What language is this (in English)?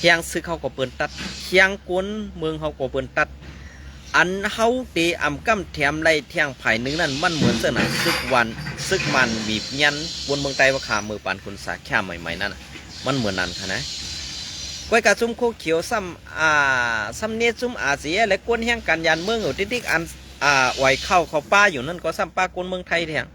Shan